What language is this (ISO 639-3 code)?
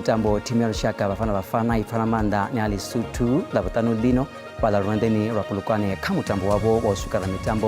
ven